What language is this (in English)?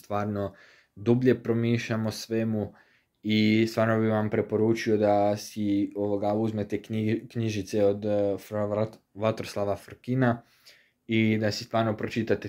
Croatian